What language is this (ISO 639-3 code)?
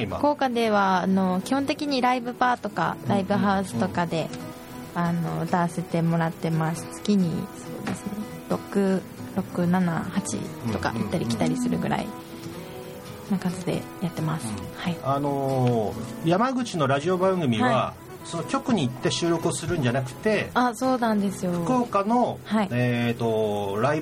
jpn